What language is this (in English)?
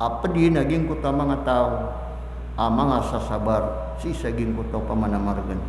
Maranao